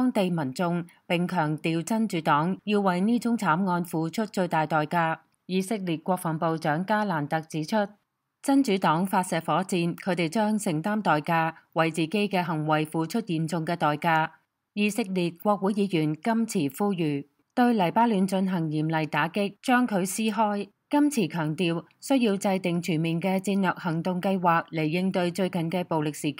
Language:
Cantonese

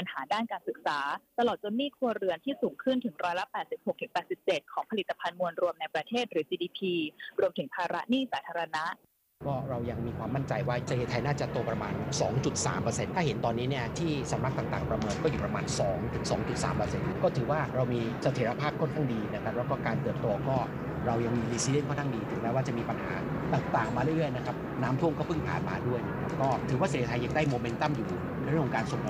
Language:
Thai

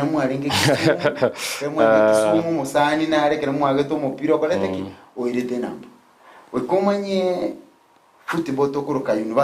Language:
Gusii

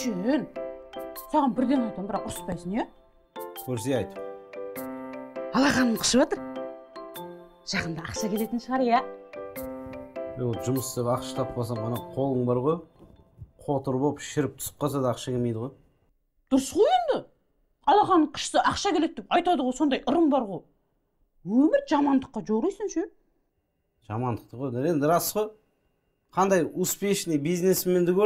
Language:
Kazakh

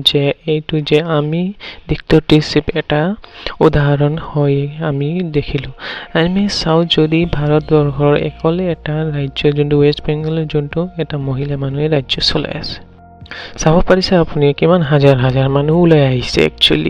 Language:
Assamese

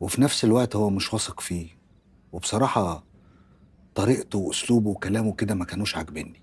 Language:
Egyptian Arabic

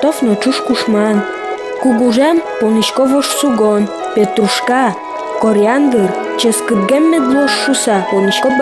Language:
Udmurt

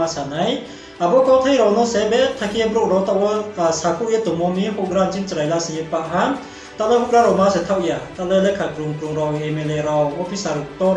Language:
Riang (India)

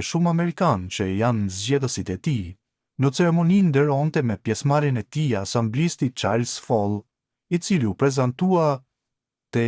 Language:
Albanian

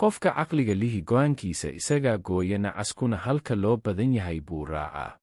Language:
Somali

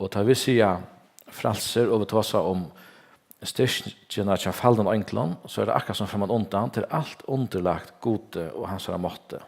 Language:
Faroese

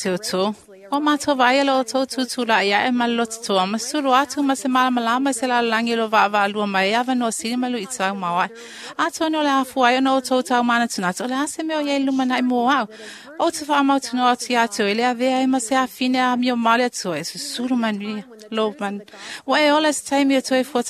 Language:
Samoan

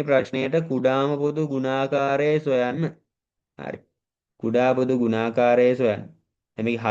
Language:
Sinhala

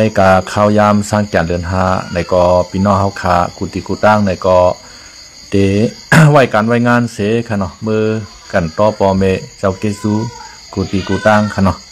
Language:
Shan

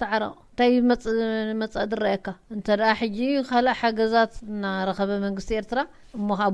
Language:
Tigrinya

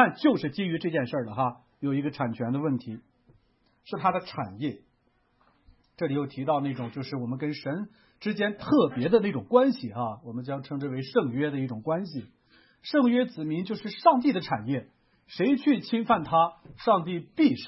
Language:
Chinese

